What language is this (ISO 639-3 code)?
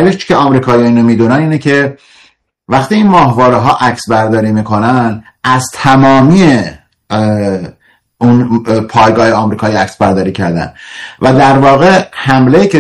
fas